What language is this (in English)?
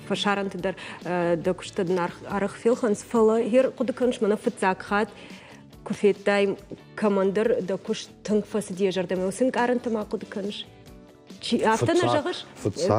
Ossetic